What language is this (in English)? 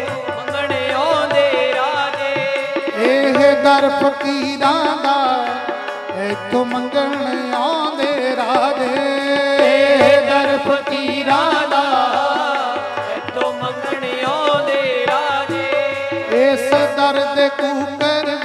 Punjabi